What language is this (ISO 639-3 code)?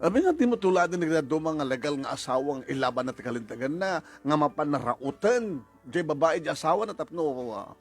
ilo